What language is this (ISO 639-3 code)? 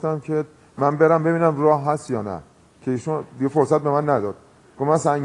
fas